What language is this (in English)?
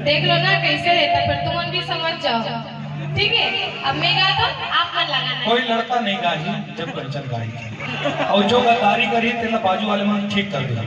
Chhattisgarhi